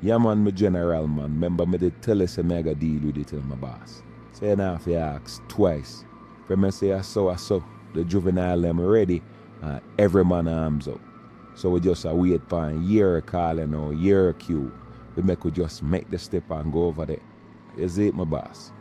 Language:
Jamaican Creole English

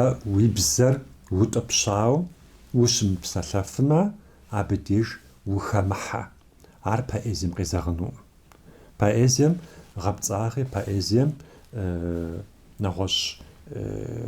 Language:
Kabardian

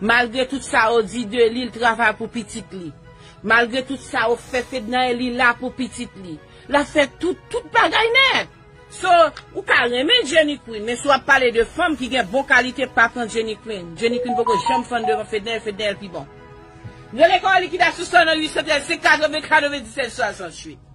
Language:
Haitian Creole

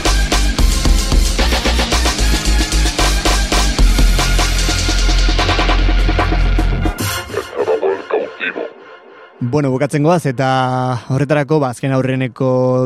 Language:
Basque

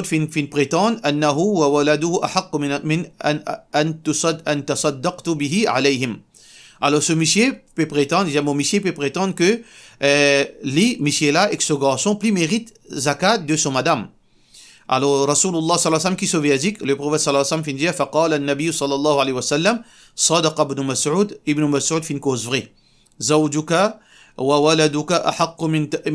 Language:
Morisyen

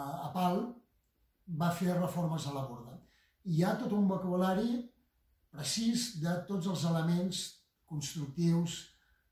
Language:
Catalan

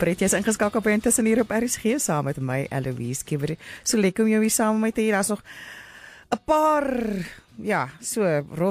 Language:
Afrikaans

